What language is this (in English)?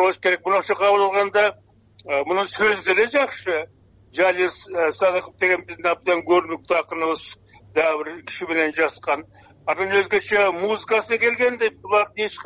Kyrgyz